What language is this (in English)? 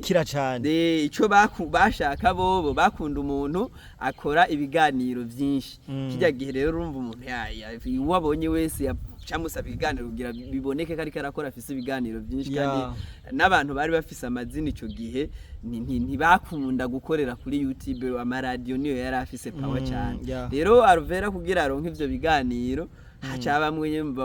Rundi